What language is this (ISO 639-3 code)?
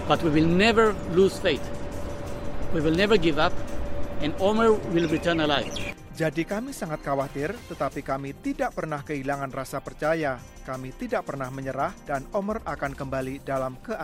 ind